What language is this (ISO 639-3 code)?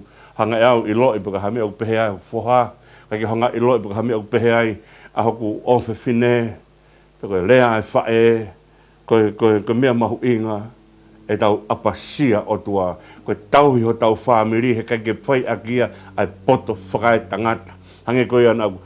ton